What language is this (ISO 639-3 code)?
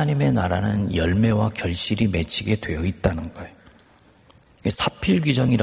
kor